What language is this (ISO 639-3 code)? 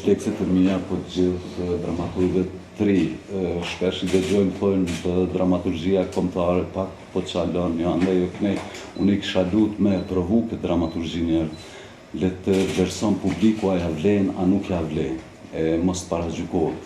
sqi